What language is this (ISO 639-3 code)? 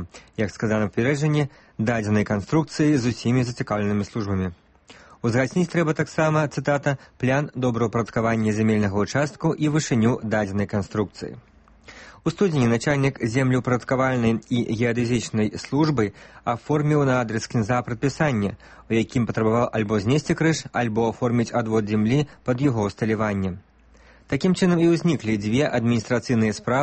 bel